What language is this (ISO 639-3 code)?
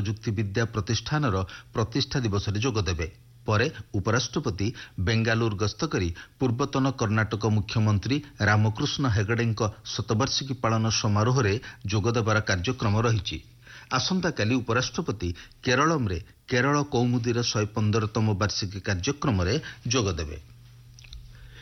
ori